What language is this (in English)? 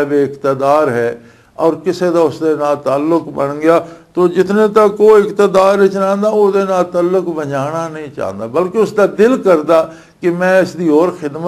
Western Panjabi